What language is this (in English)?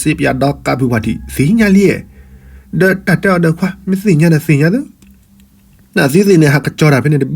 S'gaw Karen